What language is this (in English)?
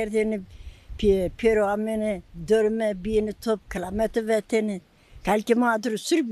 Zaza